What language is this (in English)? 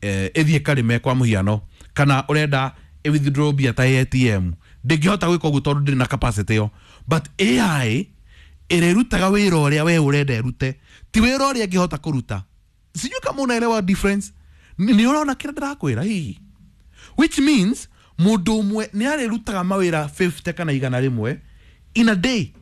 Kikuyu